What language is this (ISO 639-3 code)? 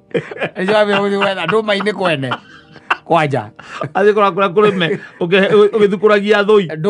kik